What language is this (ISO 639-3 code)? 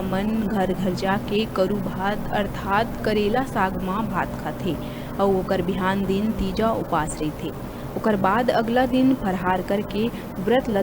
hne